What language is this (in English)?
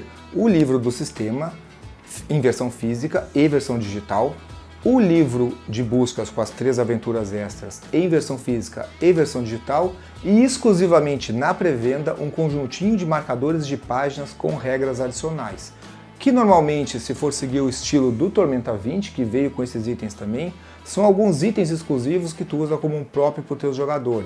Portuguese